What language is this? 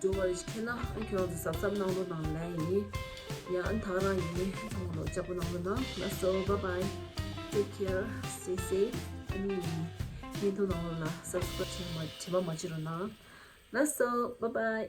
Tibetan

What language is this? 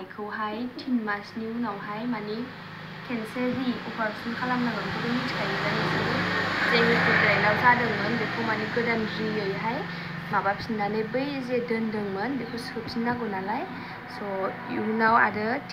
Bodo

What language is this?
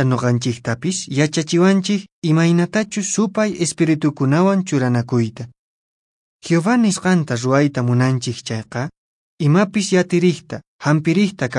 Quechua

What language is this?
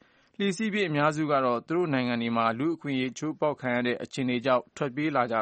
Burmese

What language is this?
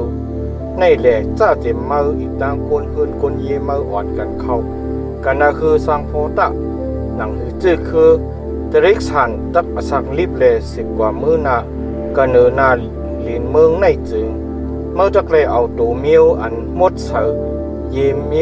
Shan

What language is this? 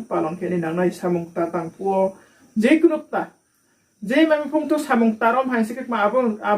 Riang (India)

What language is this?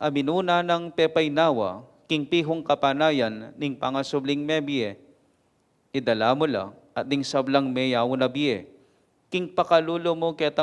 Pampanga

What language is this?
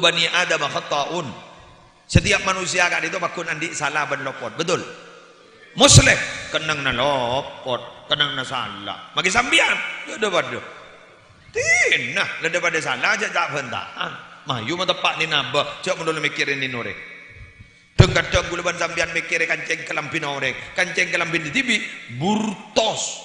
Madurese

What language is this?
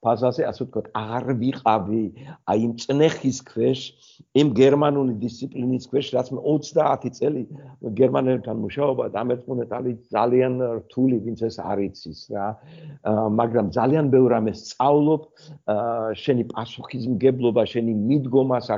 Georgian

